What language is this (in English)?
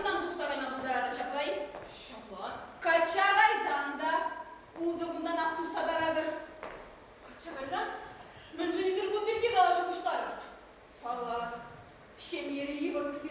Chuvash